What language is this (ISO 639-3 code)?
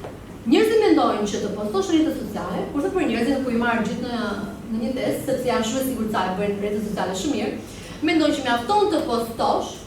sqi